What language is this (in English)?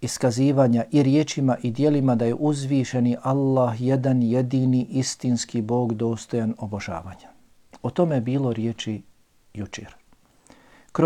Bosnian